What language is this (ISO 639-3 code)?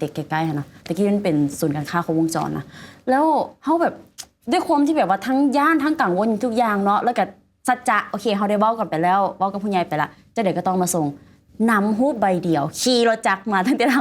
lao